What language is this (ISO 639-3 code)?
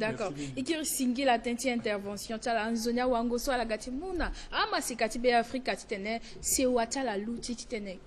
sag